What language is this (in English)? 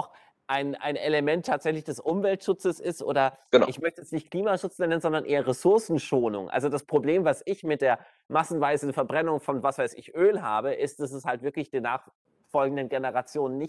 German